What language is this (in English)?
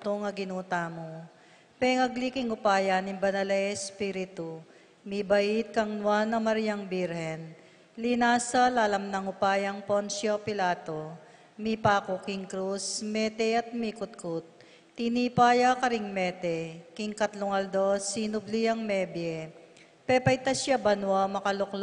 Pampanga